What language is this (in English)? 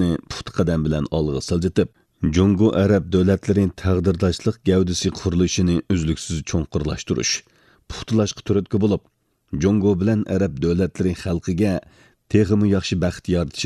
Uyghur